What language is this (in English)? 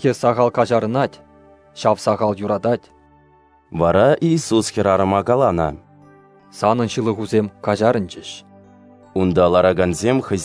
Chuvash